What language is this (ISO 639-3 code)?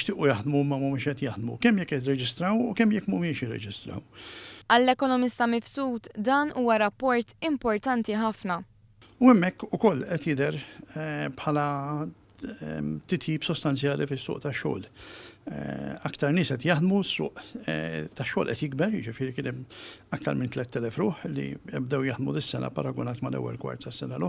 mlt